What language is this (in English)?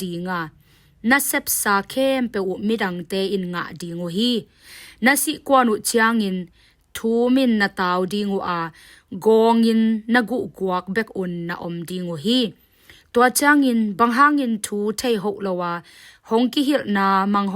Tedim Chin